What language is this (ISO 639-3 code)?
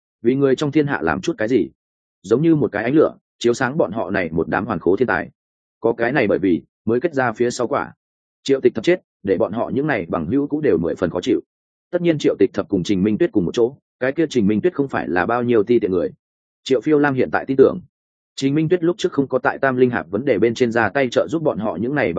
vie